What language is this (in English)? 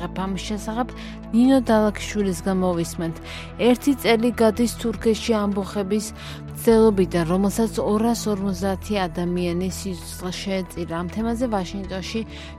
Georgian